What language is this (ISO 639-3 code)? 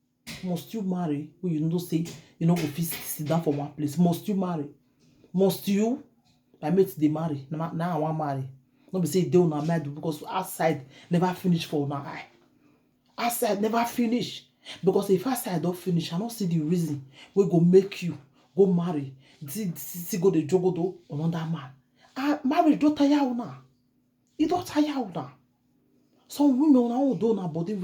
pcm